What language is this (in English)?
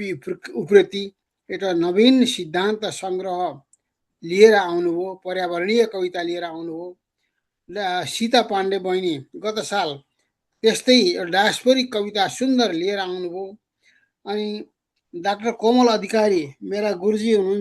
Nepali